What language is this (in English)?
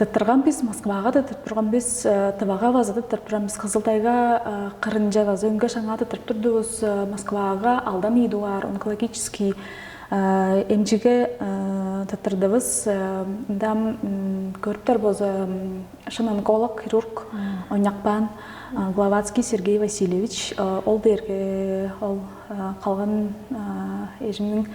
Tuvinian